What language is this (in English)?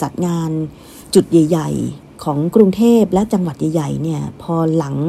Thai